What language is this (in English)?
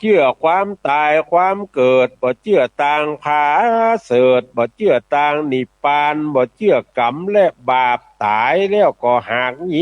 Northern Thai